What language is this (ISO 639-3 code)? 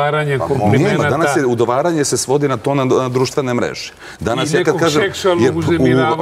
srp